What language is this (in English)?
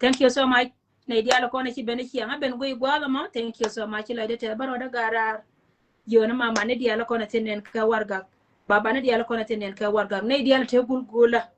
Nuer